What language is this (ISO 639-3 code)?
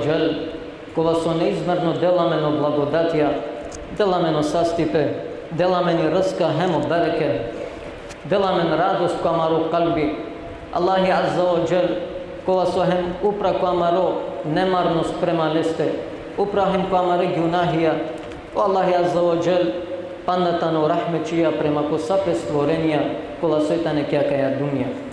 rmn